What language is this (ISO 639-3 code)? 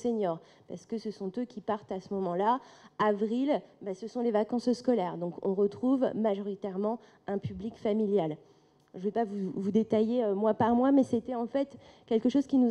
fra